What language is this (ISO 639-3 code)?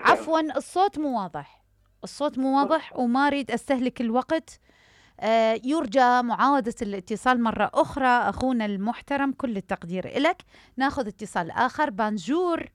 acm